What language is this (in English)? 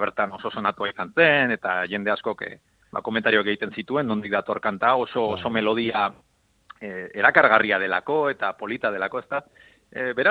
Basque